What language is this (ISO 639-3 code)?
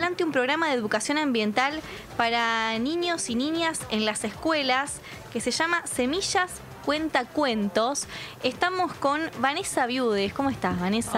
spa